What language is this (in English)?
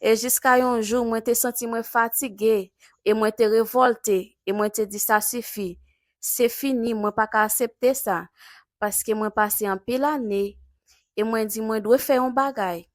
Haitian Creole